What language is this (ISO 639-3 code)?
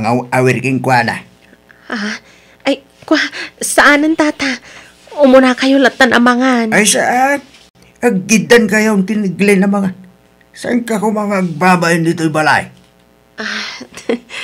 ilo